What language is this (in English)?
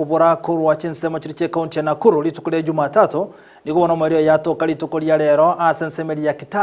Gusii